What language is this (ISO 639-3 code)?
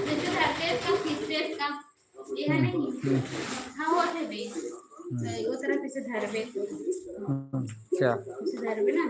hne